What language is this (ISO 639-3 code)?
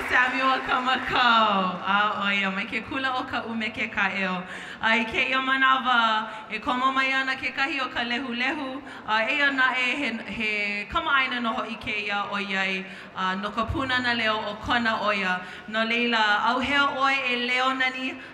haw